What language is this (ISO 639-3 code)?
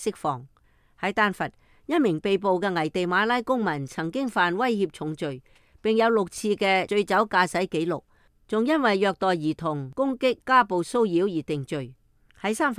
yue